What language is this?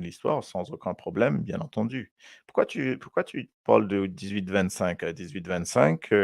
Morisyen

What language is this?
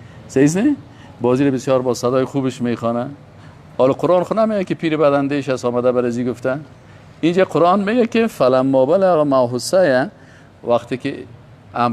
Persian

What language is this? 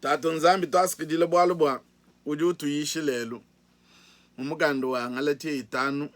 Luba-Lulua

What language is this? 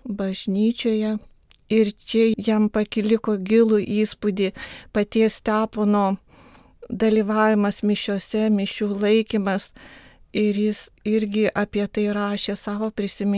Lithuanian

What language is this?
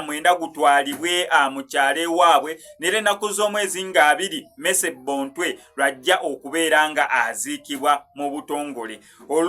Ganda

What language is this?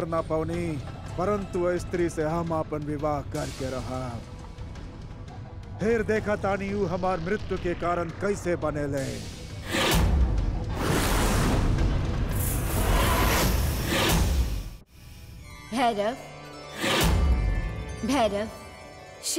Bhojpuri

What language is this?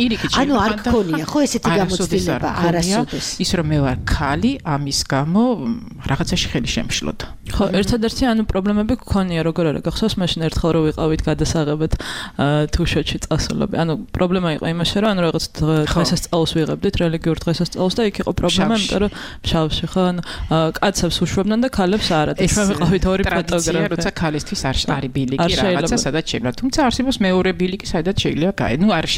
Georgian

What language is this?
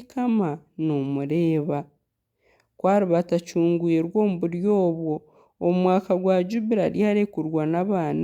Nyankole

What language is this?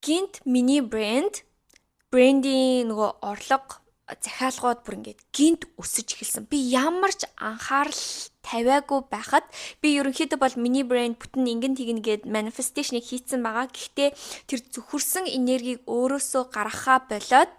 Mongolian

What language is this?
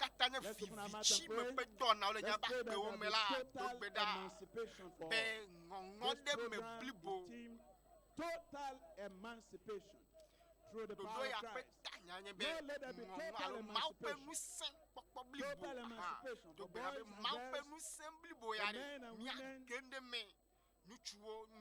Ewe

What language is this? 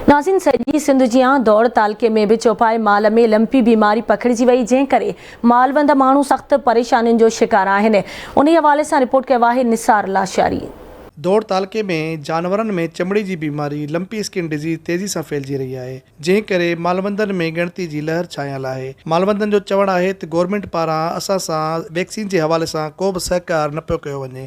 Sindhi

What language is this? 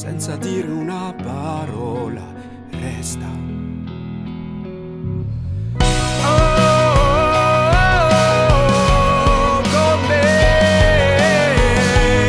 Italian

